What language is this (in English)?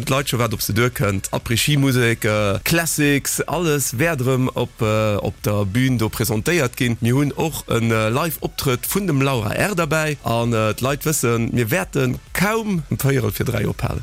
Luxembourgish